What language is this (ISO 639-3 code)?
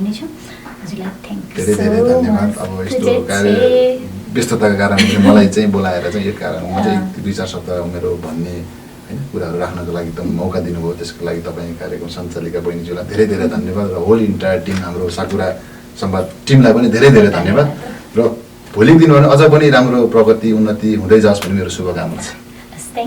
nep